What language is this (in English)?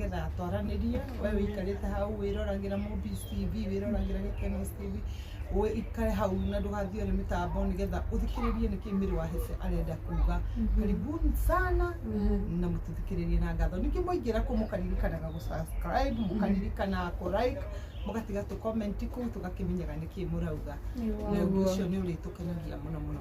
Kikuyu